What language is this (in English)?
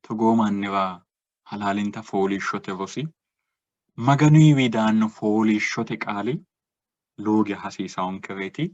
Sidamo